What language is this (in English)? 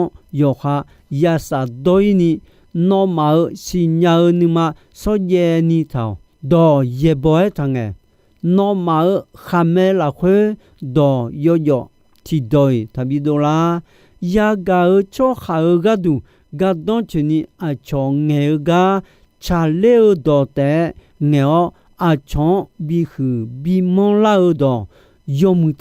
Akha